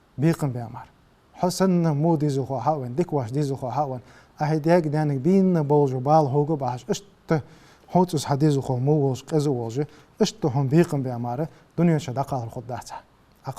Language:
Ingush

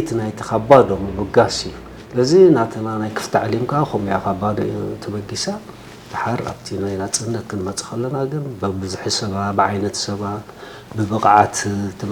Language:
Tigrinya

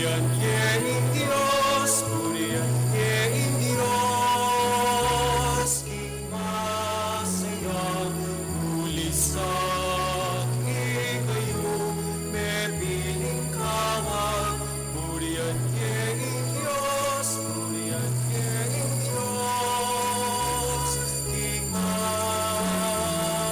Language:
Pampanga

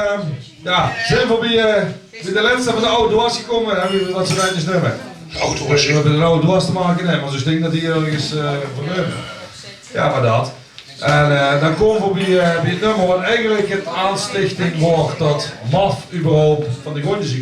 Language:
Limburgish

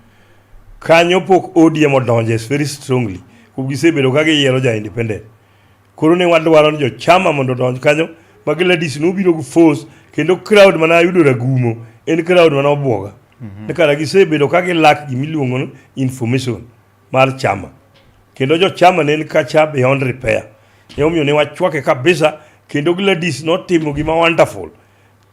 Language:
Luo (Kenya and Tanzania)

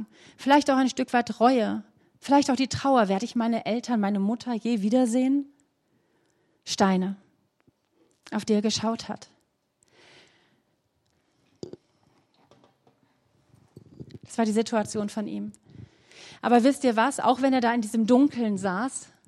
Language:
German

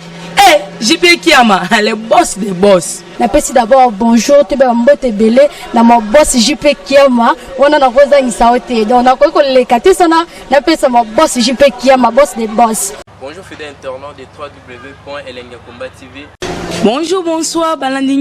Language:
Lingala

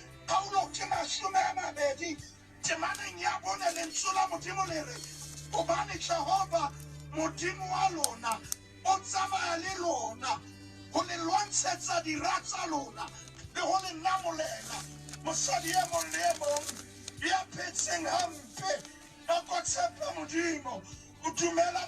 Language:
Southern Sotho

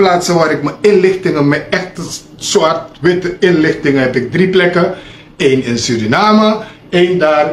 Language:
Sranan Tongo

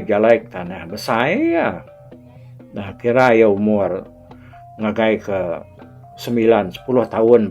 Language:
Iban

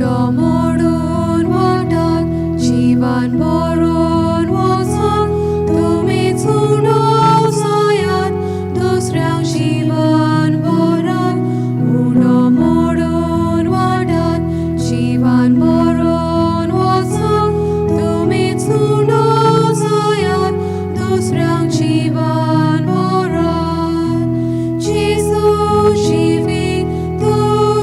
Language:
Konkani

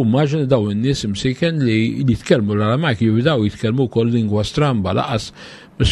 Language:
Maltese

